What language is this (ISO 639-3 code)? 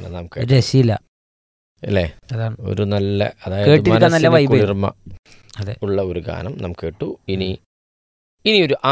mal